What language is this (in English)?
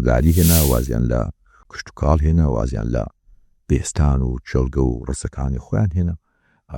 Central Kurdish